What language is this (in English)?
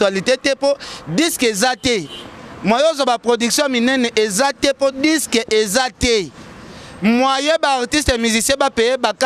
Lingala